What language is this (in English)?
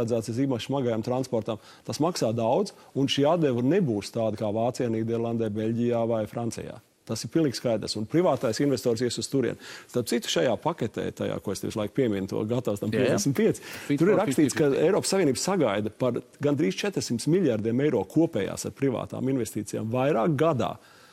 Latvian